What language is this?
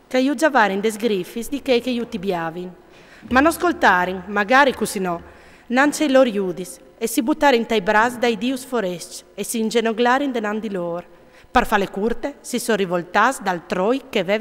Friulian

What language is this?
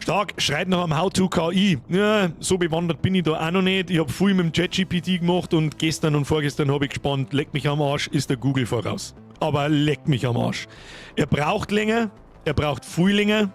Bavarian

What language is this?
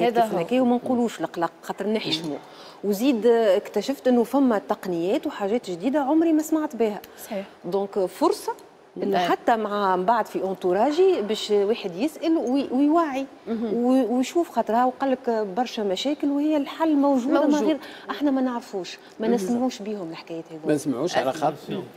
Tunisian Arabic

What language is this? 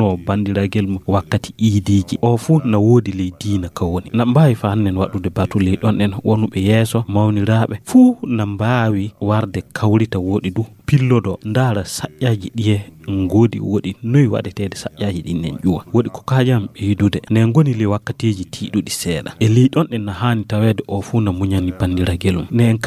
Fula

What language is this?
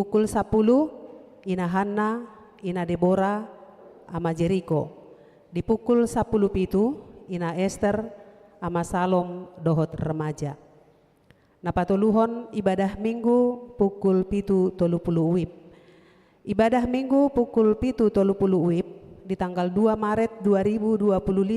Batak Toba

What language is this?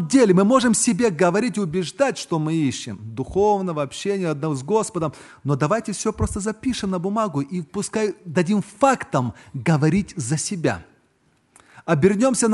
Russian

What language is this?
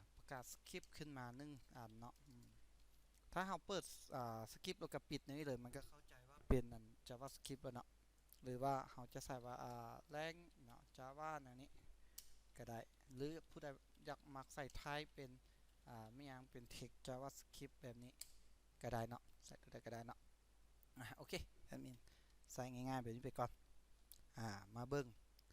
Lao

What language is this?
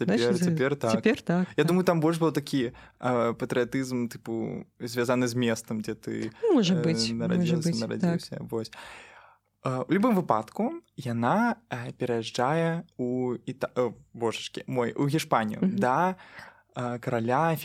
Belarusian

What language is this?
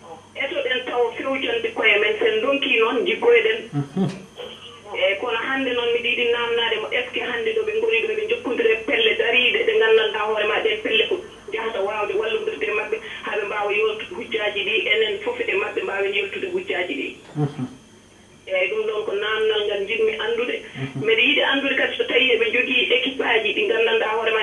Fula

